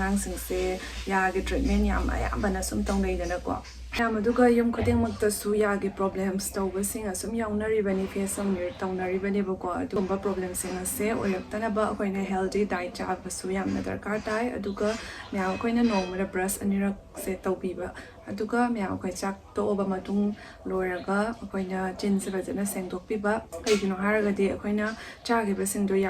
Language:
Manipuri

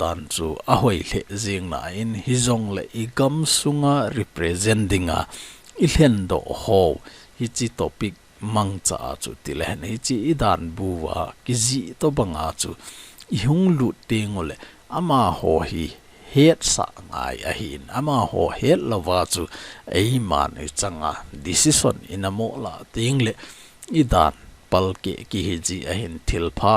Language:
Thado Chin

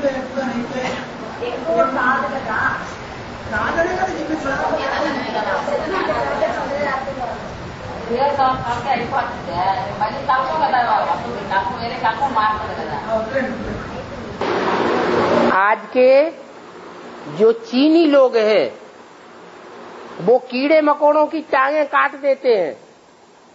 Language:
Hindi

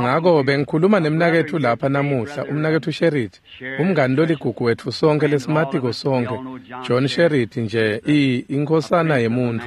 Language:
Swati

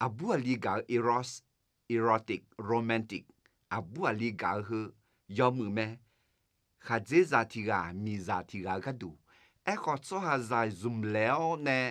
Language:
Akha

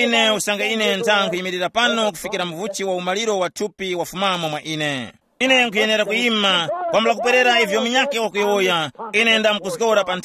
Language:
Tumbuka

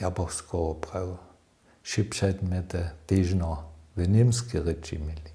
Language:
Upper Sorbian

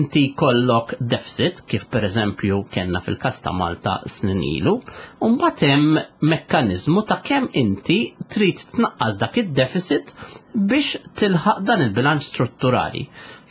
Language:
Maltese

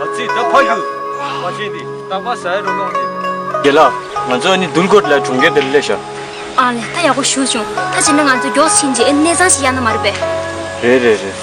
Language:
Tibetan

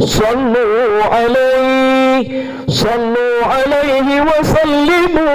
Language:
Minangkabau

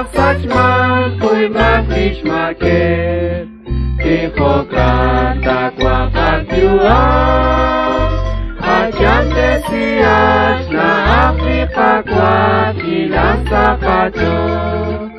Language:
Kekchí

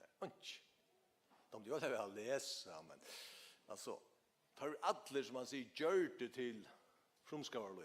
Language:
Faroese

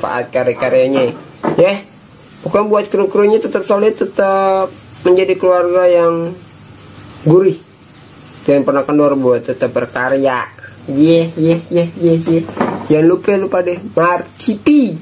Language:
Betawi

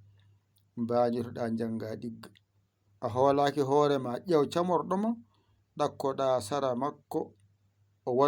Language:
Fula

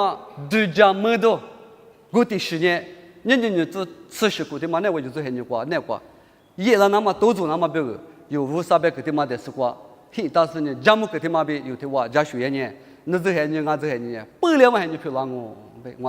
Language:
Lisu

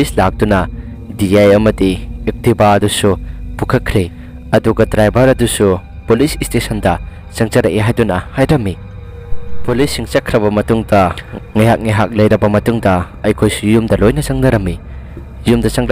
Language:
Manipuri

